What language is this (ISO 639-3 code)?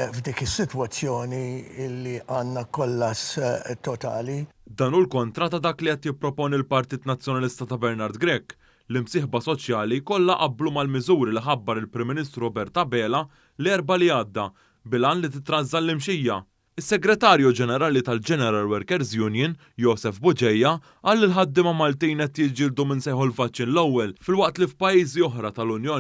mlt